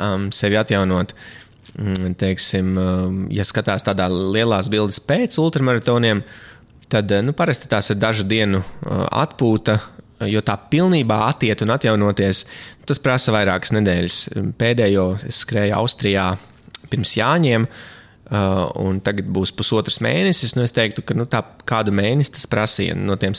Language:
Latvian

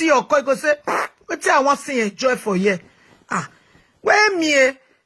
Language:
Nigerian Pidgin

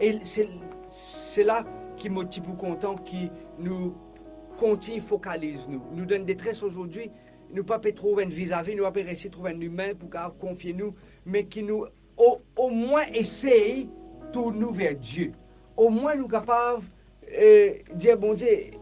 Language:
Morisyen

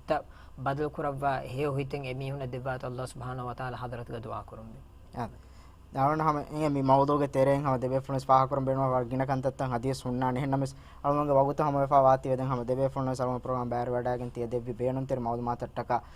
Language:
Divehi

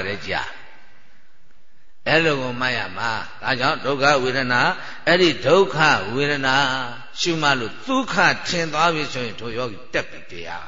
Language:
Burmese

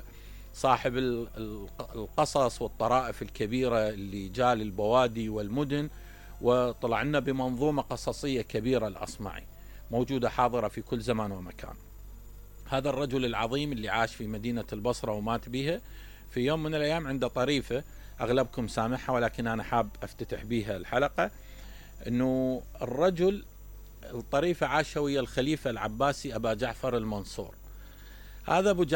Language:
Mesopotamian Arabic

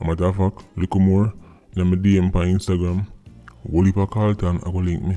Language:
Jamaican Creole English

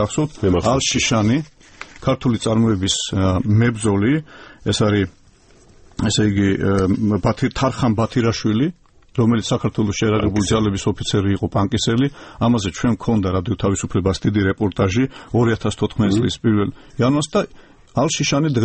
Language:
Georgian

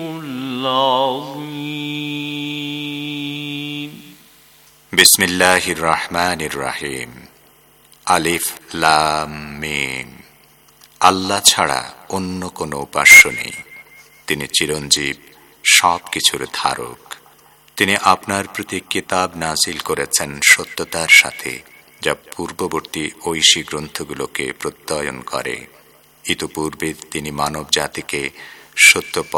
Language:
Bangla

